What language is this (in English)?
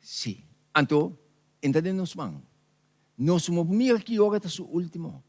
Papiamento